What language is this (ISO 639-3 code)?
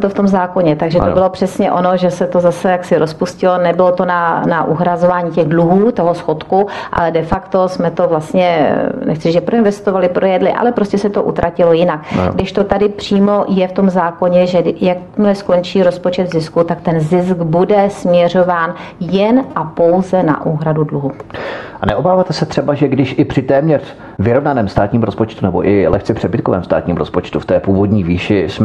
ces